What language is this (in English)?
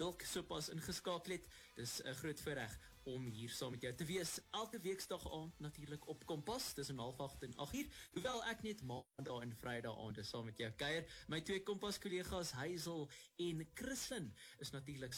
Afrikaans